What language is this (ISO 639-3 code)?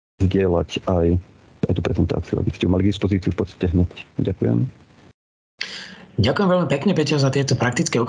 slk